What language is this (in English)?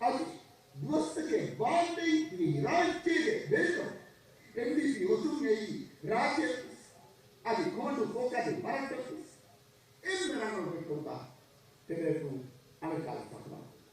Divehi